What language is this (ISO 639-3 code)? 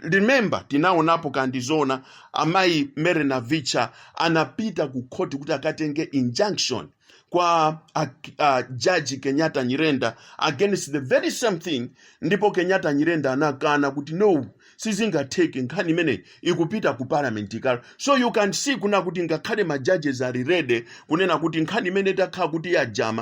nya